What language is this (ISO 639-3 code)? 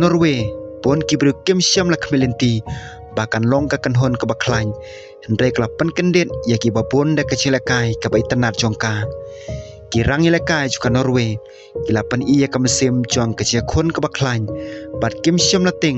kha